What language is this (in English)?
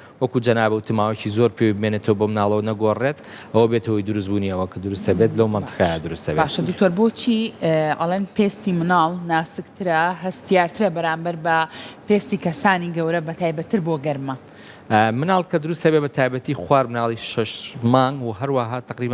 Central Kurdish